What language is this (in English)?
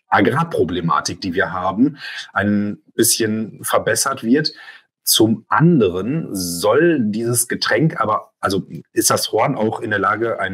German